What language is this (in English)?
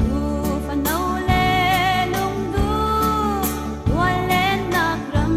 Falam Chin